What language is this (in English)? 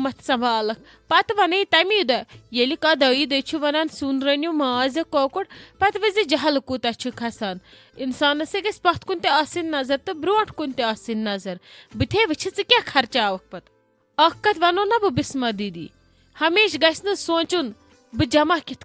Kashmiri